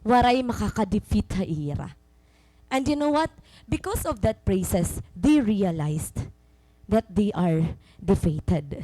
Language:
Waray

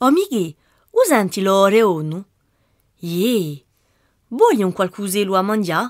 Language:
Corsican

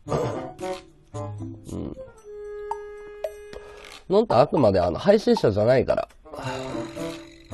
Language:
Japanese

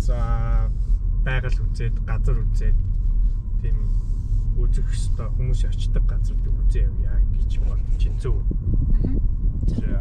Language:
Mongolian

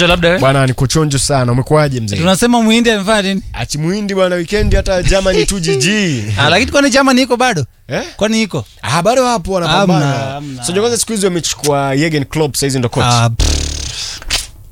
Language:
Swahili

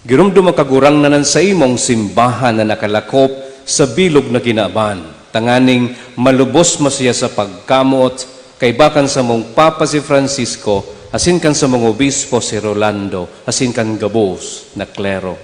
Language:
Bikol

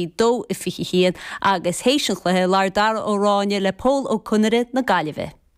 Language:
Irish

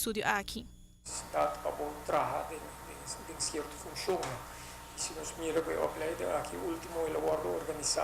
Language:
Papiamento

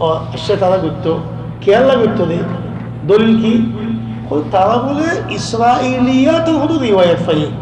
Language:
Rohingya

